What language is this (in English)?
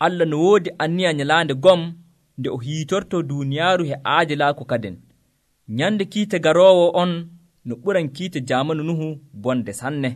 Nigerian Fulfulde